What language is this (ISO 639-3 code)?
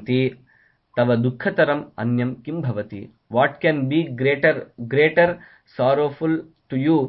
san